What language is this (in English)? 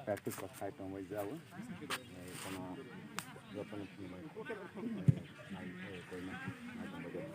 Kok Borok